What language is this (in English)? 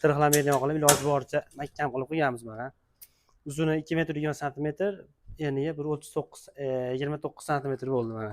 Uzbek